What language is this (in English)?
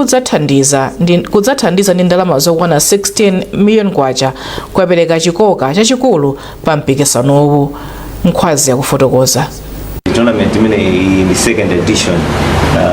Nyanja